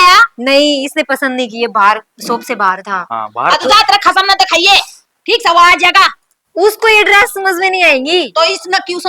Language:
Haryanvi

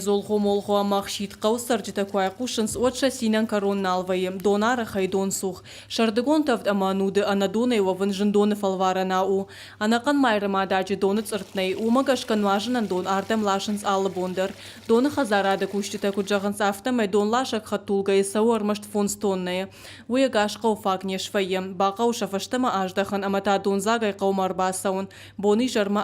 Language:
Ossetic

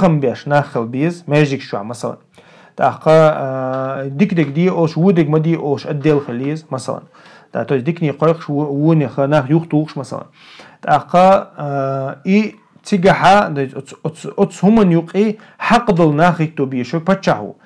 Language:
Chechen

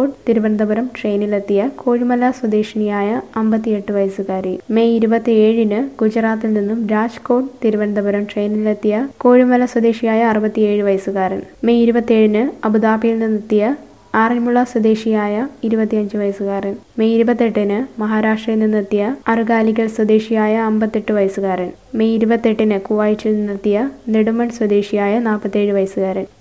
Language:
Malayalam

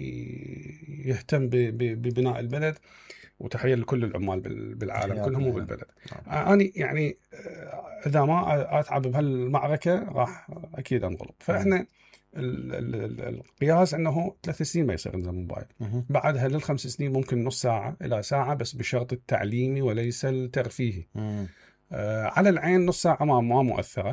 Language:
Mesopotamian Arabic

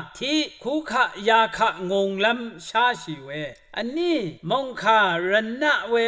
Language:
Rawang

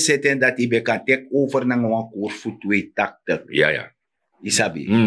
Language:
Sranan Tongo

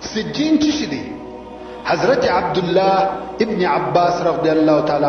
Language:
Pashto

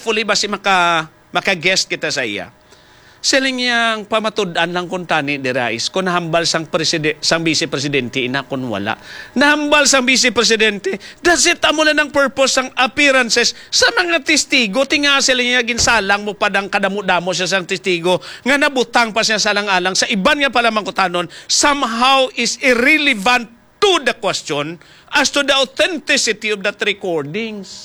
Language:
Hiligaynon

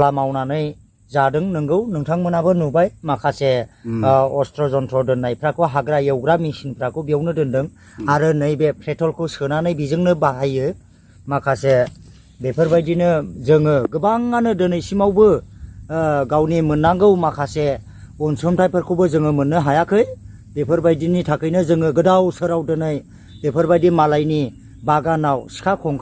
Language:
Bodo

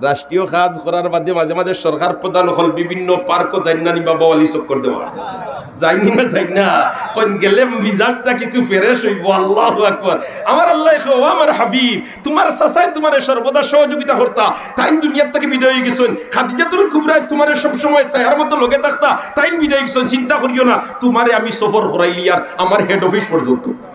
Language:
Sylheti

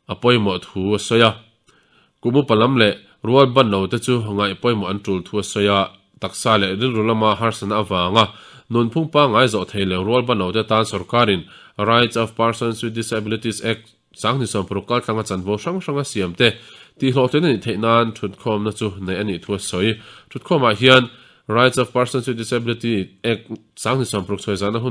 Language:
Mizo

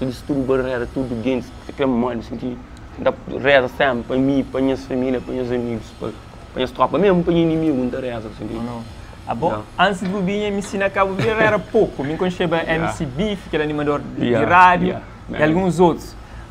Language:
Kabuverdianu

